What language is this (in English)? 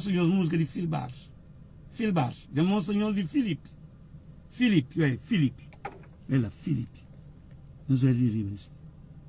Kabuverdianu